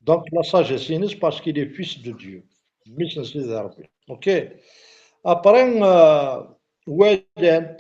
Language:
Kabyle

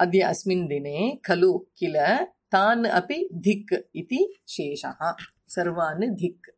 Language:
Sanskrit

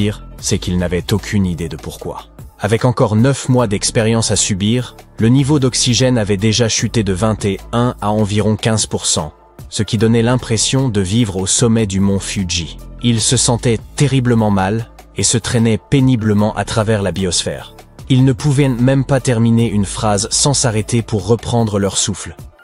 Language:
French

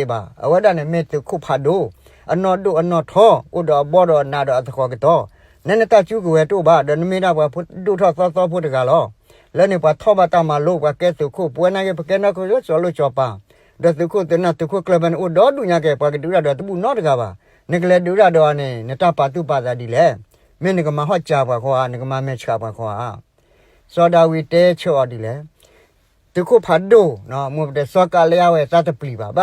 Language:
S'gaw Karen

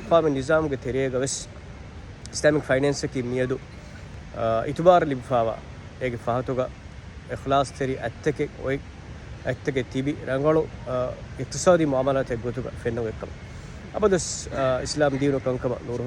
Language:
Divehi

